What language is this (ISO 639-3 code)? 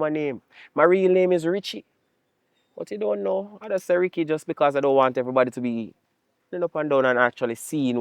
jam